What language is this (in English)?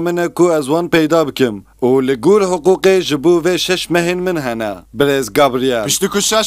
Kurdish